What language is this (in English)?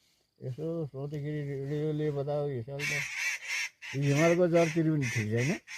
Nepali